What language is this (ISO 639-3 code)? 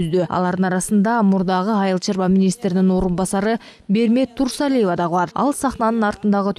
kir